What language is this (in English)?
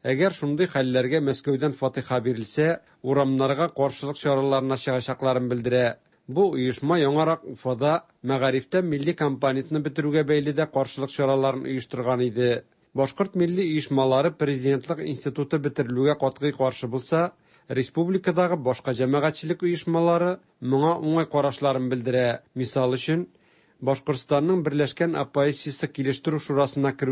Tatar